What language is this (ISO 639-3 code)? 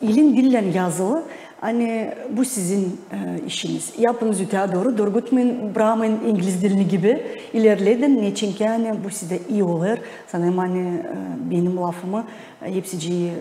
gag